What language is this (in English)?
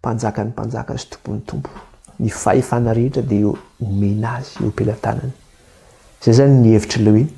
Malagasy